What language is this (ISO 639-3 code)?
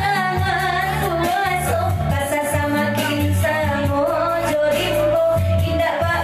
min